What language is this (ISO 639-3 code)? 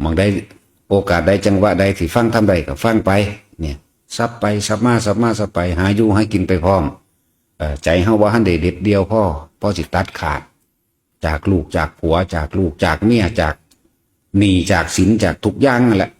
tts